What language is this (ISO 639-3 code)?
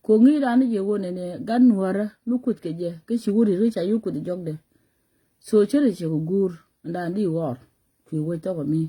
nus